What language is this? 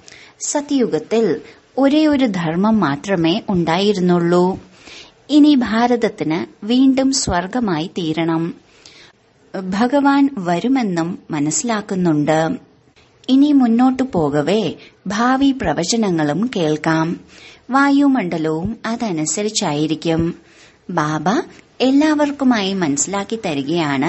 Malayalam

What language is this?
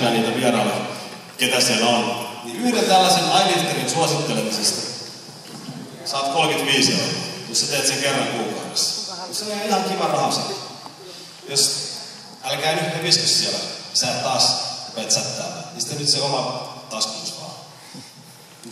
Finnish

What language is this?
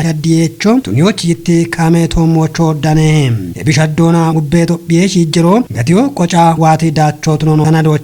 Kafa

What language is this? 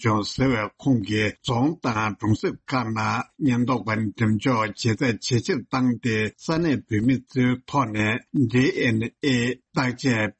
Tibetan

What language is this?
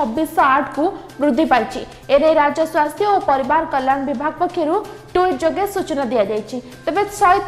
Odia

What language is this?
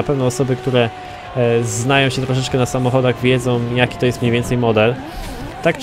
Polish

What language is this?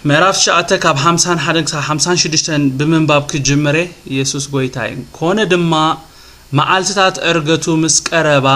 Tigrinya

